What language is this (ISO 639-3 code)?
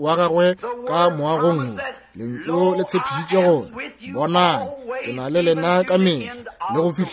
nso